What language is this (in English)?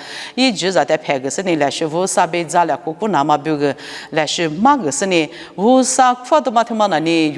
Lisu